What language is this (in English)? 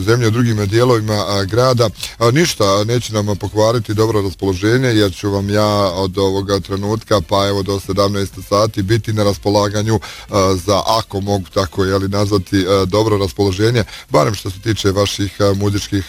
Bosnian